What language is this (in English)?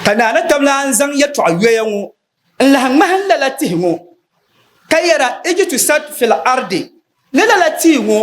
Dagbani